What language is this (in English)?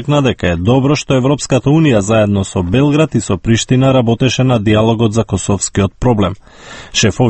Macedonian